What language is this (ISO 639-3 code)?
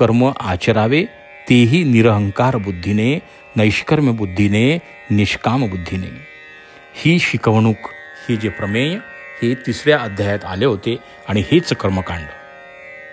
mar